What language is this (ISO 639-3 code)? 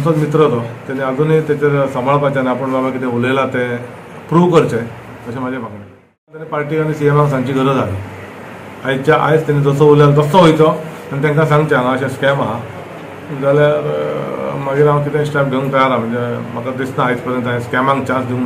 kok